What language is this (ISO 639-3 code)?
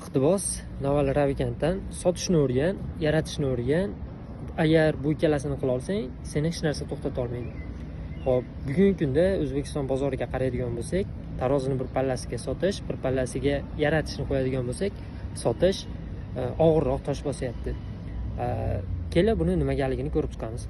uzb